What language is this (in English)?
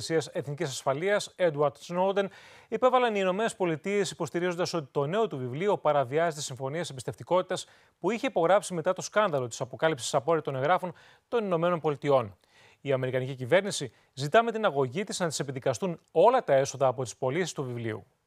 Greek